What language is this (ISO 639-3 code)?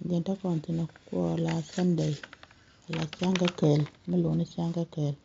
nus